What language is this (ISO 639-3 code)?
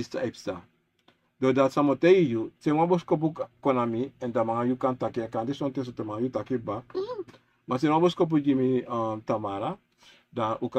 srn